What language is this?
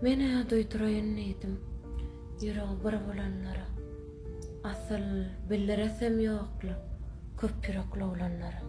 Turkmen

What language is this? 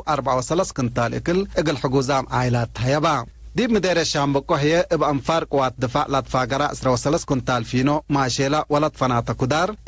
Tigre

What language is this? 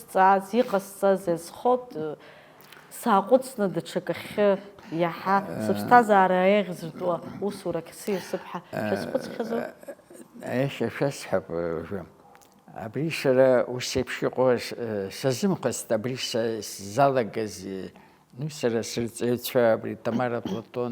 Abkhazian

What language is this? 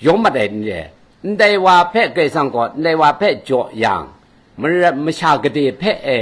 Kachin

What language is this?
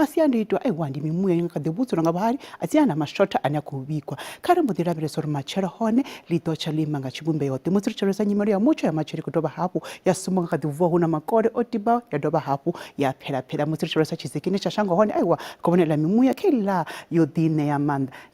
Venda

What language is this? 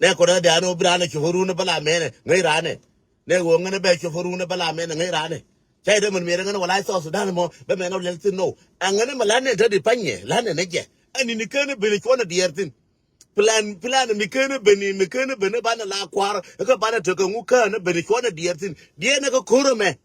Nuer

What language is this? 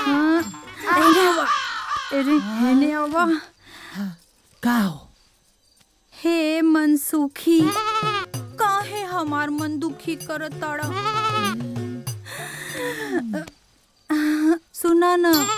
Bhojpuri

